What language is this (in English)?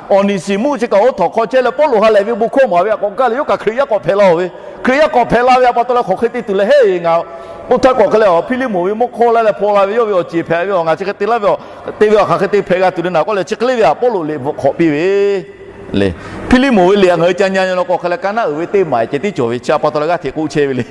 Lahu